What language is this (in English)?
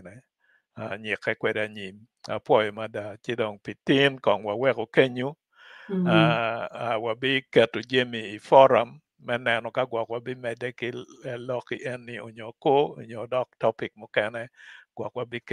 Acoli